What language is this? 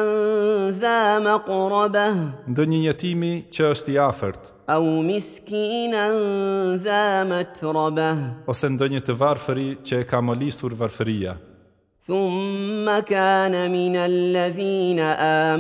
Albanian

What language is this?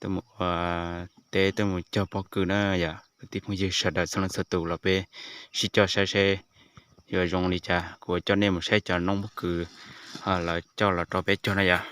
Hmong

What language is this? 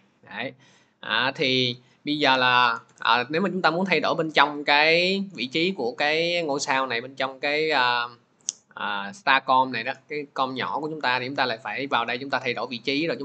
Vietnamese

